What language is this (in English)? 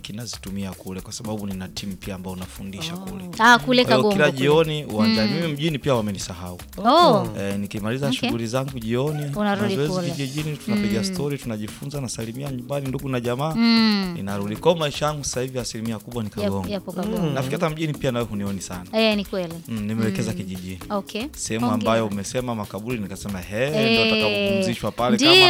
Swahili